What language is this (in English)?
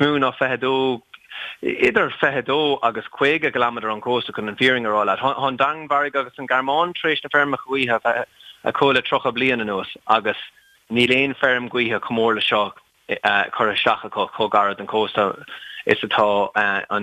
Irish